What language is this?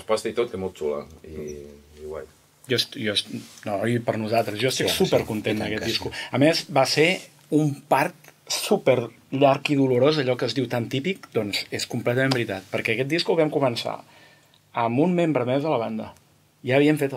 Catalan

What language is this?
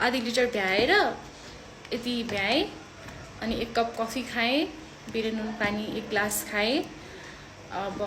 Nepali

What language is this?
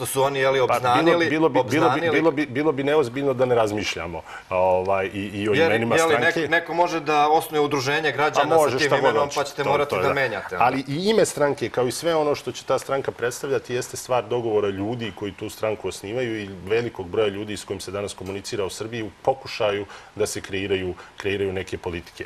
Serbian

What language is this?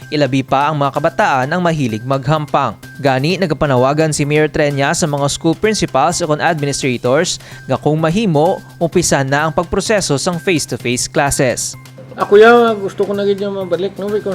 Hiligaynon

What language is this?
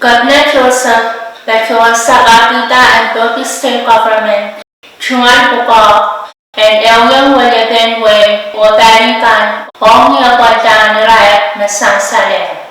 Pohnpeian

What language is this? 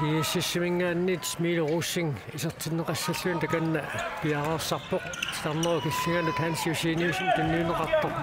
Kalaallisut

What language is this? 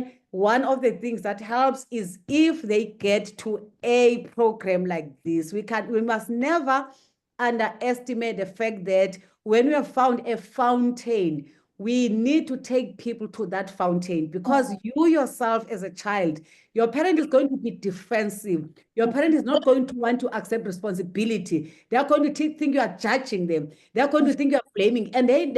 English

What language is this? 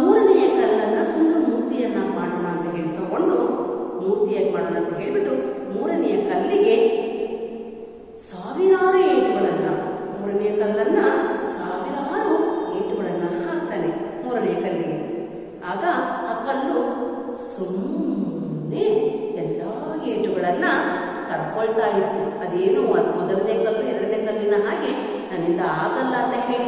Kannada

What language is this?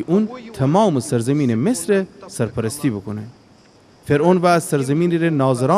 Gilaki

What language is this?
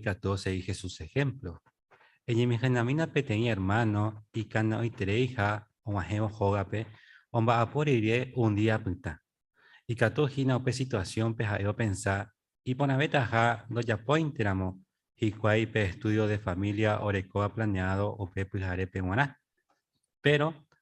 Guarani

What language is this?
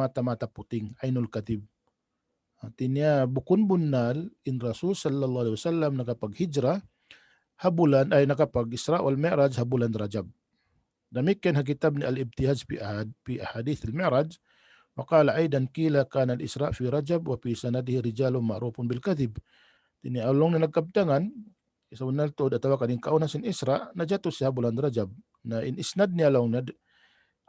Tausug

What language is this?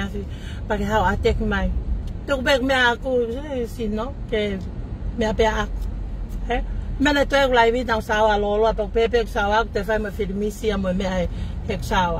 Tongan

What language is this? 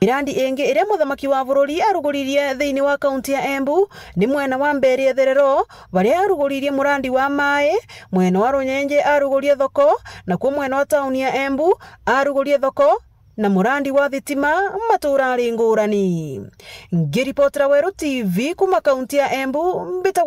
Meru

